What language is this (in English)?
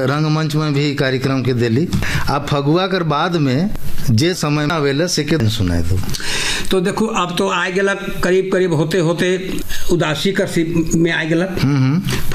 Sadri